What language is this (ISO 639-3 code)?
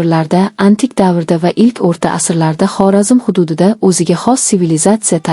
uzb